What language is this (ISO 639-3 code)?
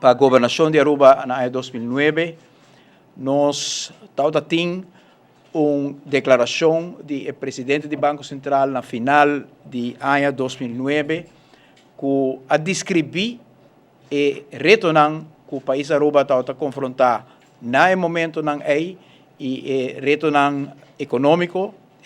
pap